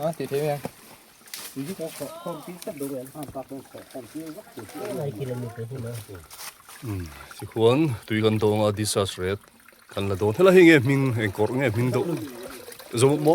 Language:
Mizo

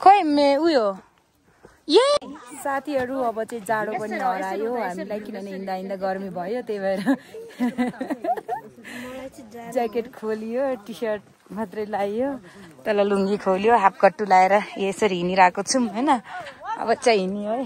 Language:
Nepali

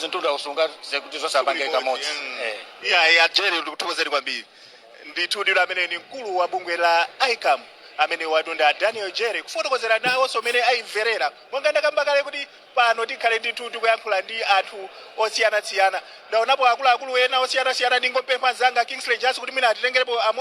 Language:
Nyanja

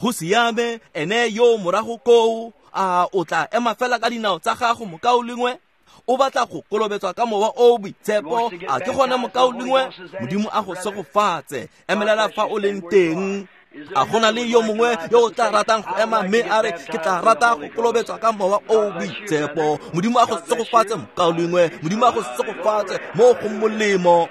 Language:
Tswana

